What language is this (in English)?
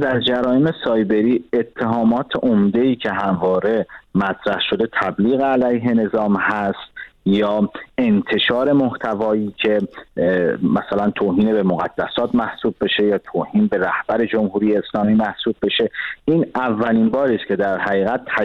Persian